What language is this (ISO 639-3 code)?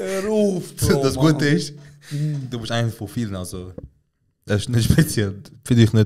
gsw